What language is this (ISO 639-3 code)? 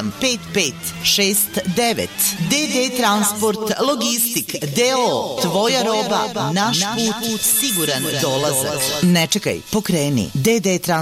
srp